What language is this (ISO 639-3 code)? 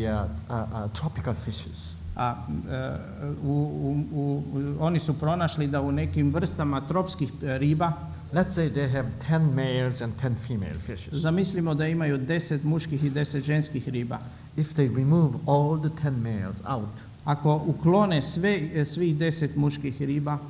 hrv